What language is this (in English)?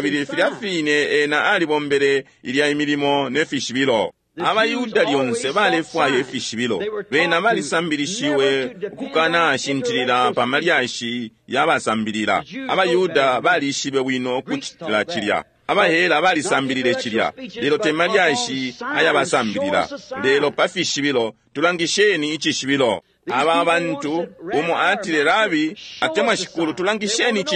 Bemba